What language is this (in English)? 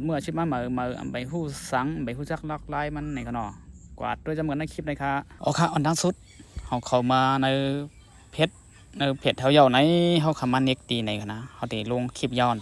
Shan